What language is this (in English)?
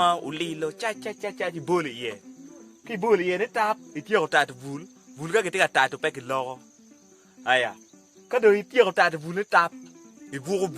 Acoli